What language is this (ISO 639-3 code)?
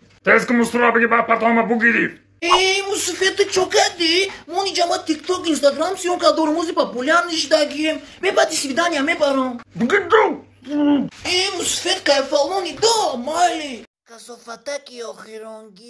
tgk